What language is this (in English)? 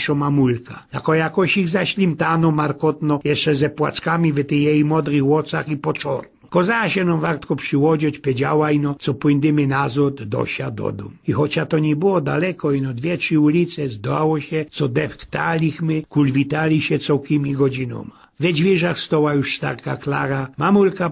Silesian